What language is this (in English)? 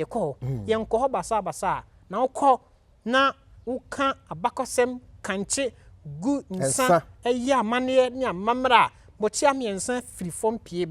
Akan